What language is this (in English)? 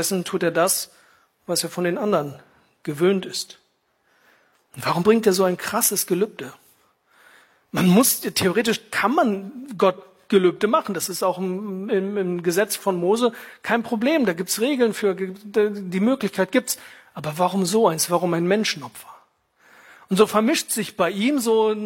German